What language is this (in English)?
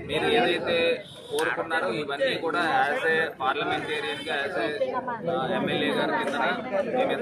Telugu